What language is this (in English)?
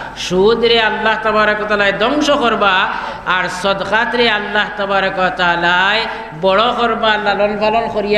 Sylheti